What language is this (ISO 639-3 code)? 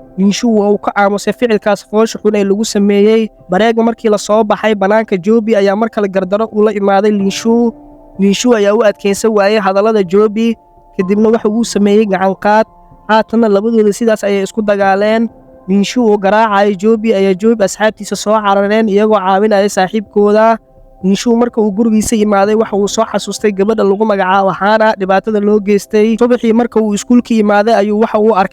som